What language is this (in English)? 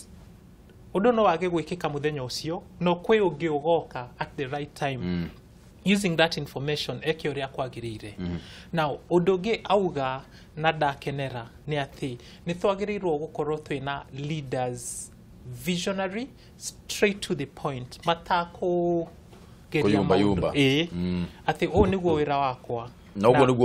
Kikuyu